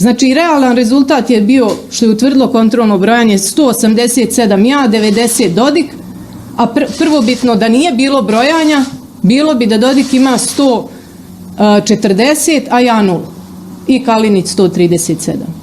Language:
Bosnian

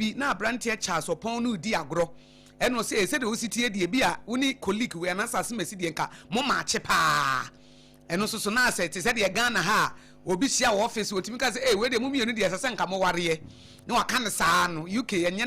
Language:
Akan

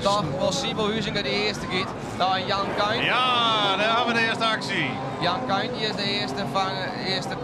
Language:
Western Frisian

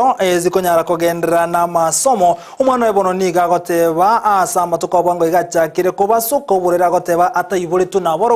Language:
Gusii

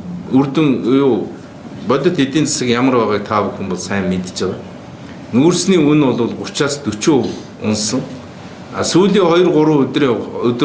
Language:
Mongolian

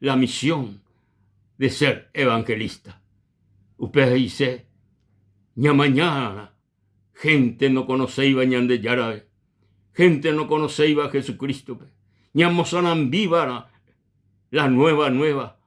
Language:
Guarani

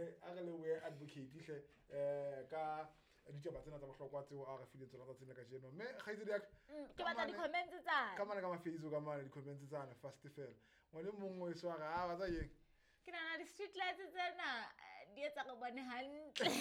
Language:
Southern Sotho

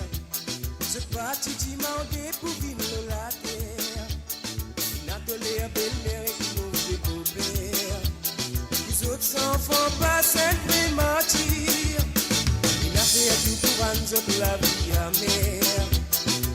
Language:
Morisyen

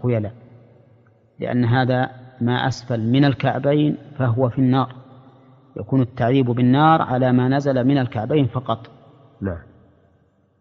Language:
Arabic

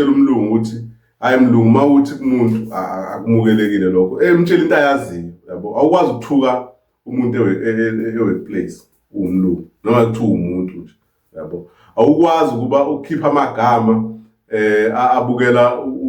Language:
Zulu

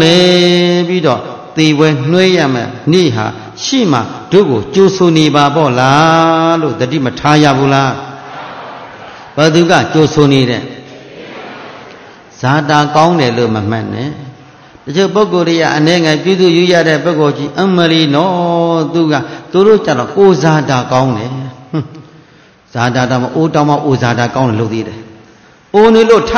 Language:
Burmese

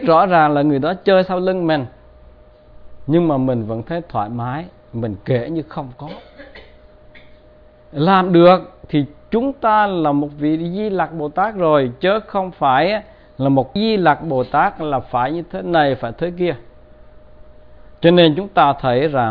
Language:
Vietnamese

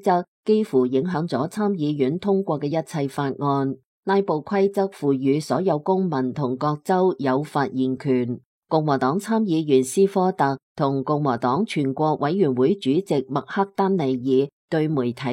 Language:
Cantonese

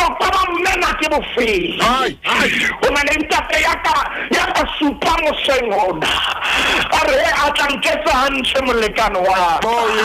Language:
Southern Sotho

